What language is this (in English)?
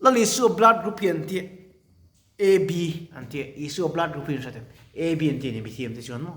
Mizo